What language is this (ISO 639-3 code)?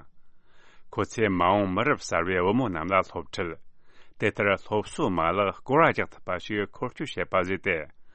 bod